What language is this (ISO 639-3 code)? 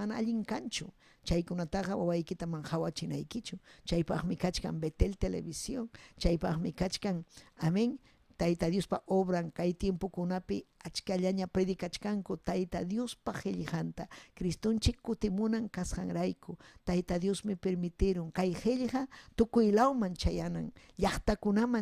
quy